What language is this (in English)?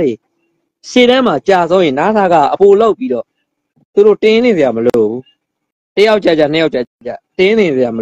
Burmese